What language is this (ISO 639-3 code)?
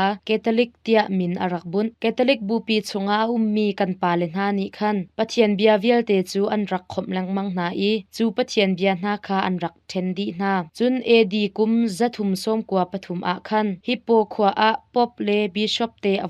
cnh